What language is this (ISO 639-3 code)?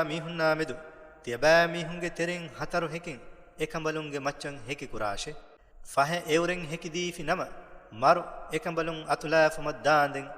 div